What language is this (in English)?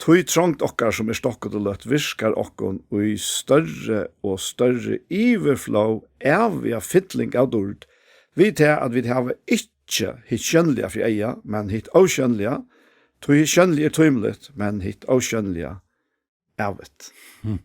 Faroese